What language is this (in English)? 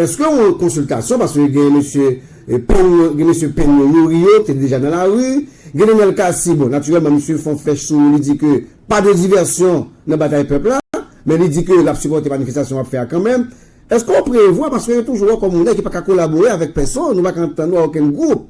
Haitian Creole